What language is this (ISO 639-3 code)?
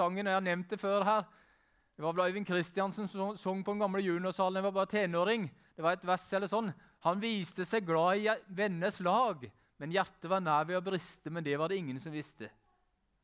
nor